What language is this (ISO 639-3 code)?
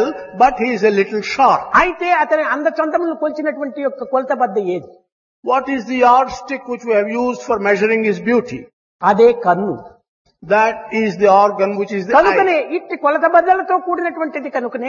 tel